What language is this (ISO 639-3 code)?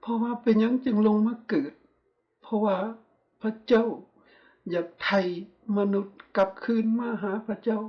lao